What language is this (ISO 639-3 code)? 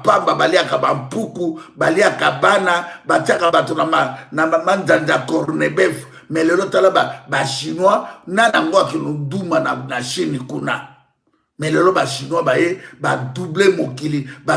lin